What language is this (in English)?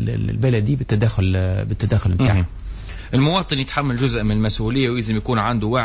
Tunisian Arabic